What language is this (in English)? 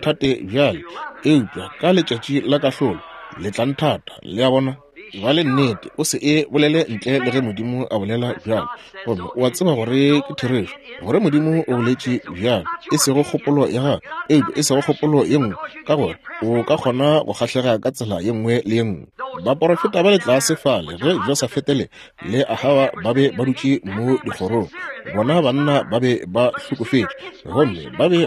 Northern Sotho